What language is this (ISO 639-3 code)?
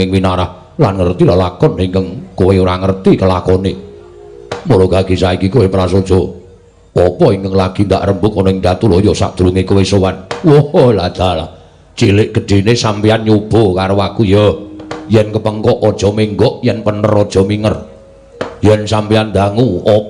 jav